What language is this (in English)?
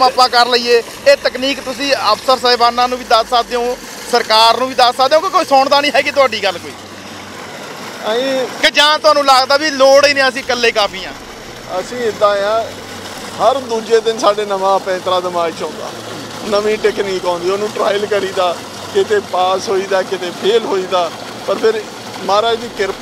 Punjabi